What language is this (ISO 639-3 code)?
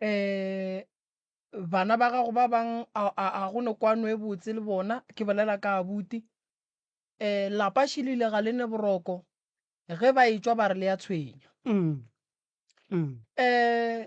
nso